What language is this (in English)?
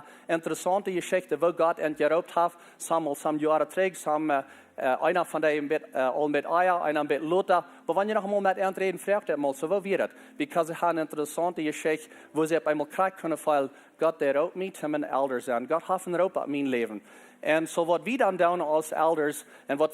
Plautdietsch